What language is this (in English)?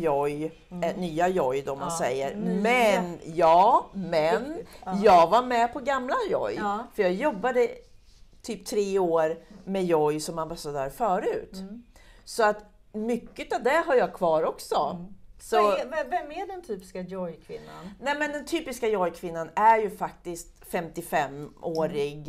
Swedish